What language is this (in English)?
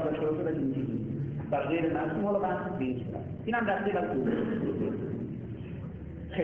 Persian